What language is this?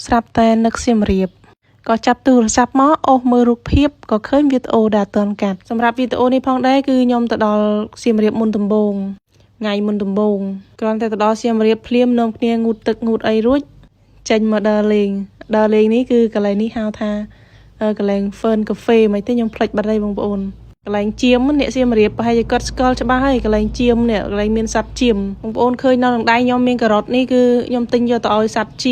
Khmer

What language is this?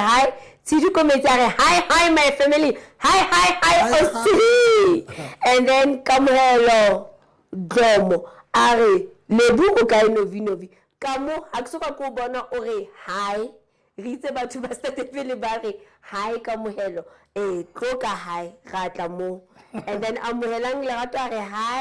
Southern Sotho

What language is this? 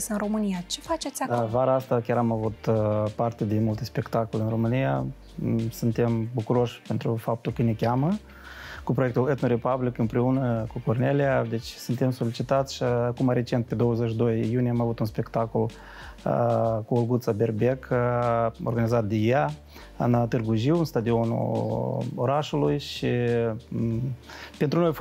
Romanian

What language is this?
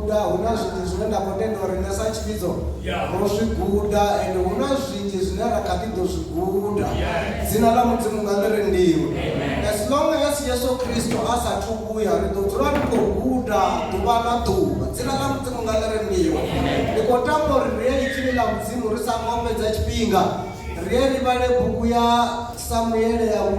Venda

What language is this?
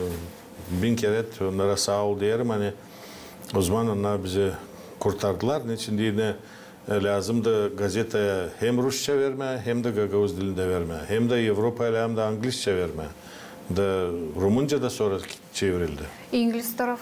Gagauz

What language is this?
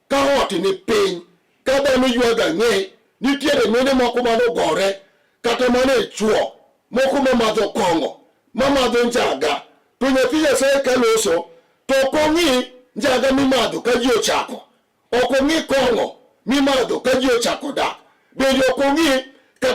Luo (Kenya and Tanzania)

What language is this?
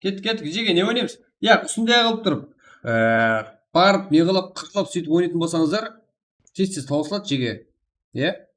Kara-Kalpak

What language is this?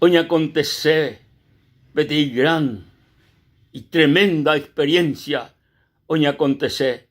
Guarani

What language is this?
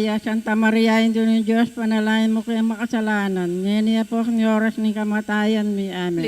Pampanga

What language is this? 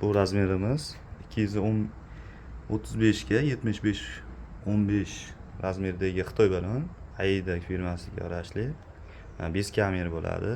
Uzbek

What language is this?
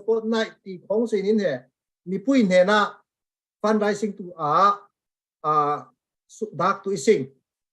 Falam Chin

